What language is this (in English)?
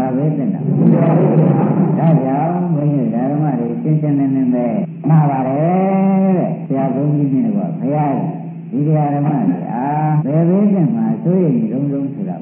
Burmese